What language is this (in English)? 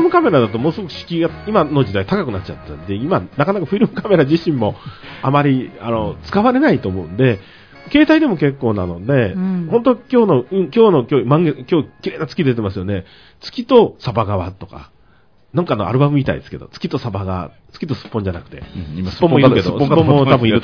Japanese